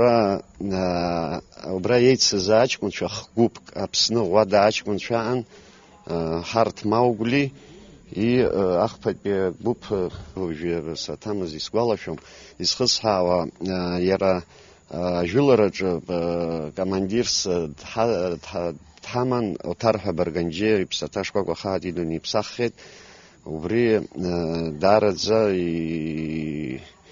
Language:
Abkhazian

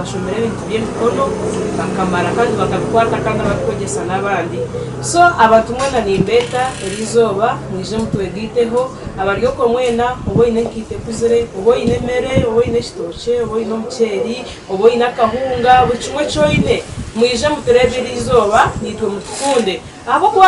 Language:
Nyankole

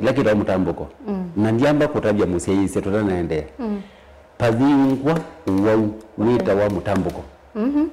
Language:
Kamba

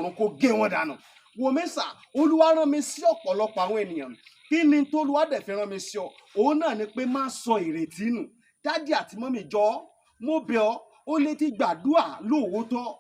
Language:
Yoruba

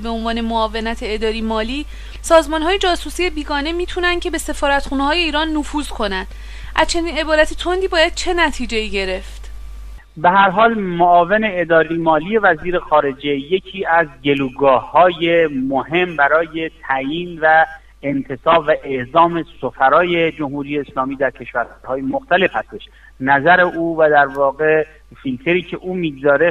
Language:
Persian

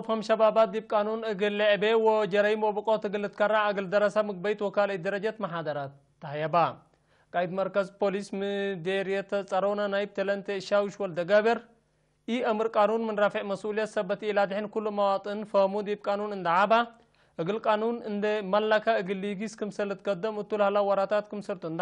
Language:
Tigre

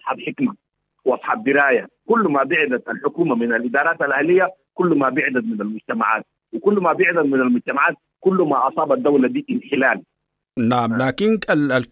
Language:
Sudanese Arabic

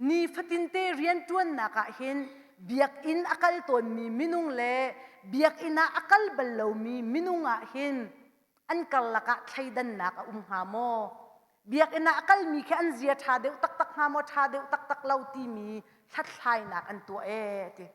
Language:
Hakha Chin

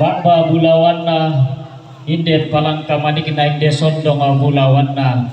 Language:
Toraja-Sa'dan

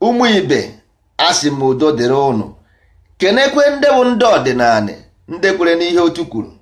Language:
Igbo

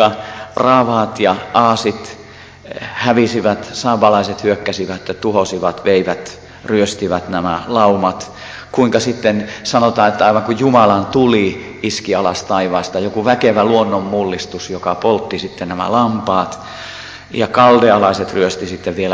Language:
Finnish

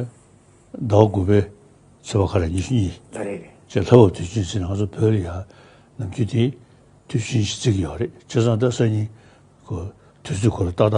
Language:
Tibetan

